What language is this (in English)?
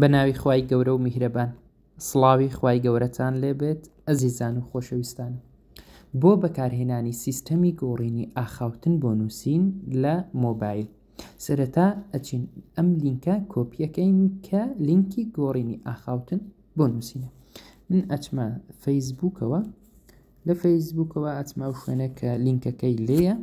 Central Kurdish